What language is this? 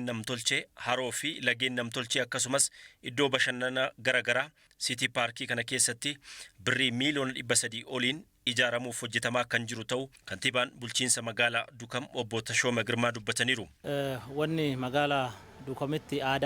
Oromo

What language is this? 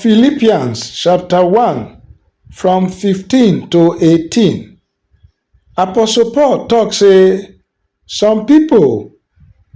Nigerian Pidgin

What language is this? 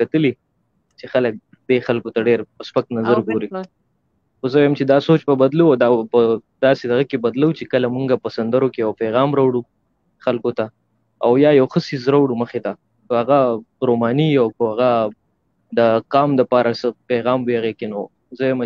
Pashto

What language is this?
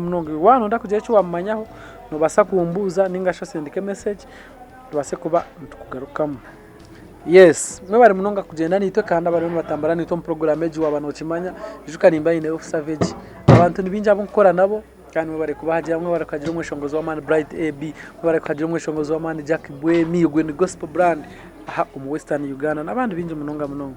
Nyankole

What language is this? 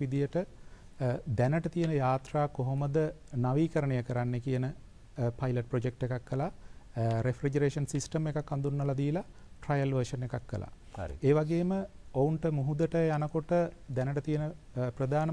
Sinhala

